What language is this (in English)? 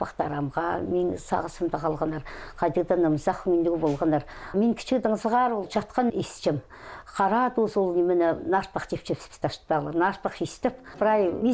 Khakas